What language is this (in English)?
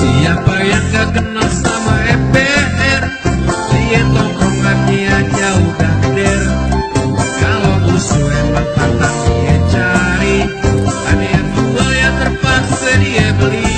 Betawi